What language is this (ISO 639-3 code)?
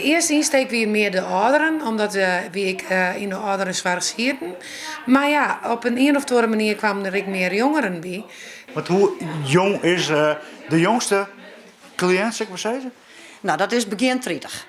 fry